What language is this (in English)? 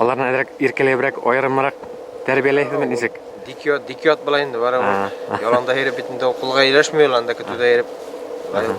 Bashkir